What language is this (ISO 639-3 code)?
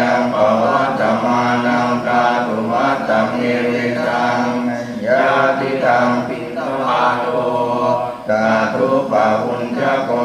pli